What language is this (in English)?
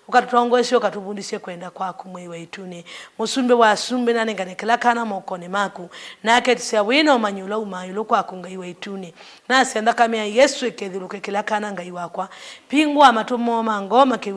Kamba